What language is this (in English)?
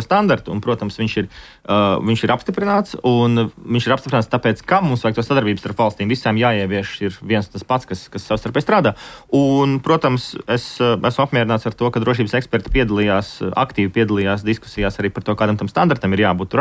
Latvian